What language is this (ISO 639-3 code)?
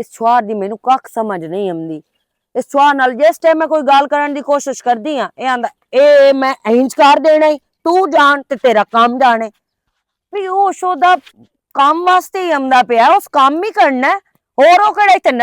lah